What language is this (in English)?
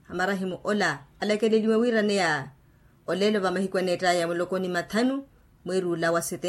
Makhuwa